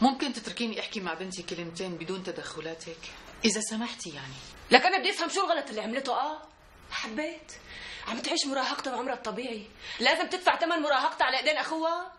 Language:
North Levantine Arabic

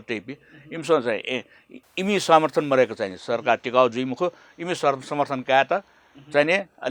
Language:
Newari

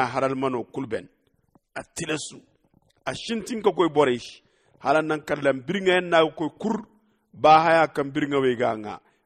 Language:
Zarma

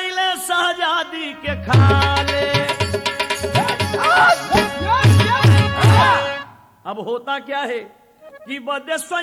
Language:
Bhojpuri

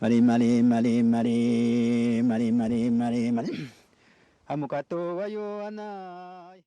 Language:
Mapuche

